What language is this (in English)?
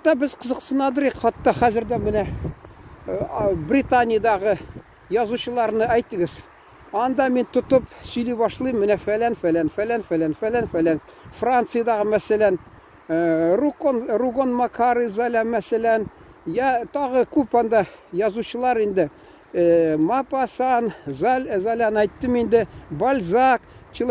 Tatar